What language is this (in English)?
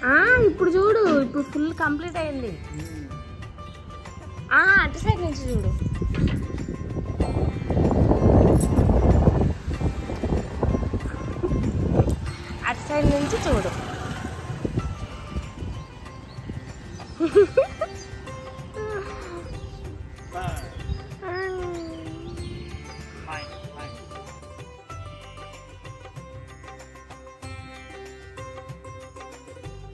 Telugu